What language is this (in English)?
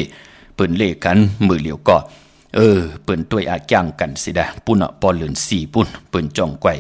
Shan